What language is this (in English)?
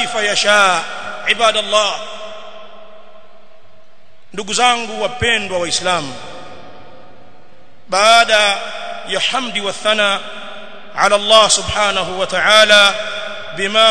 Swahili